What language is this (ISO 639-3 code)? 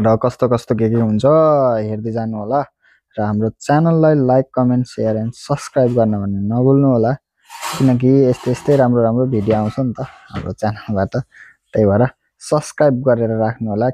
nep